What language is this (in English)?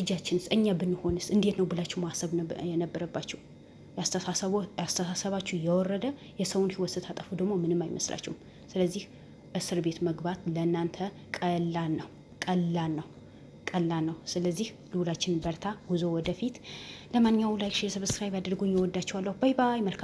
Amharic